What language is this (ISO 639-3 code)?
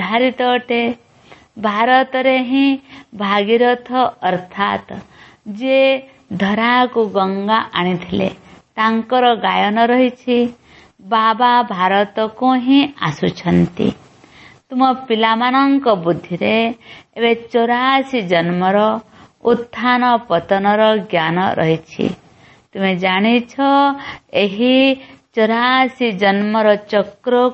ori